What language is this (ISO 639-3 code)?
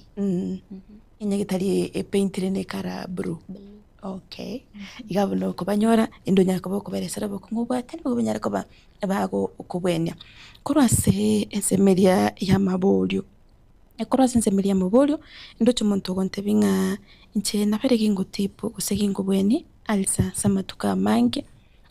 guz